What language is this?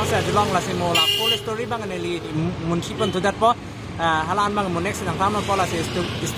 Karbi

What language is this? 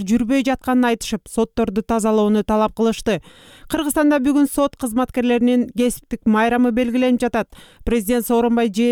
Kyrgyz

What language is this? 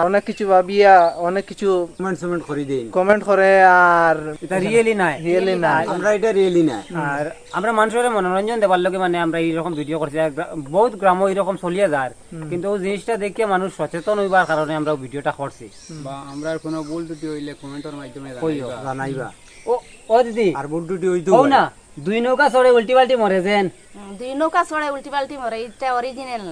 Sylheti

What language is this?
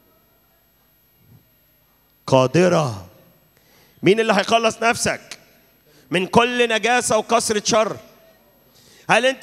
Egyptian Arabic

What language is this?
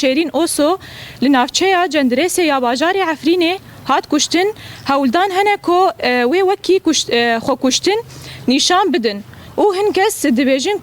Kurdish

